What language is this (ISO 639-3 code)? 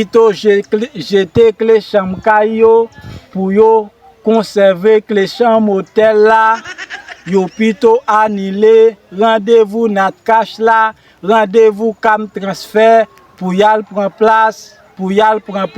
hat